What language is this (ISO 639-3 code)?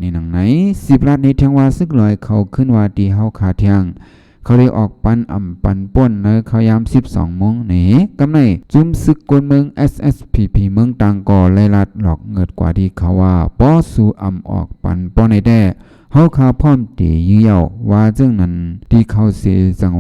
shn